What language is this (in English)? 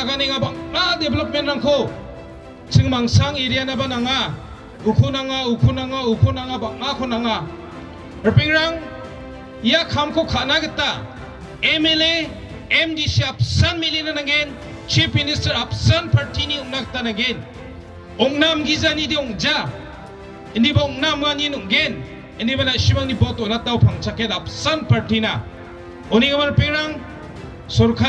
Garo